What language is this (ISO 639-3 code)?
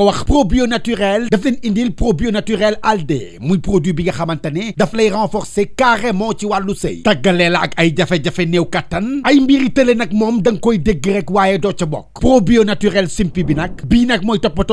wol